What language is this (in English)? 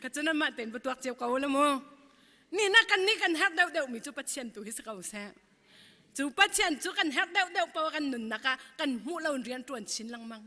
Hakha Chin